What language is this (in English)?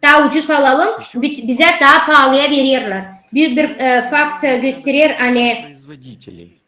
Gagauz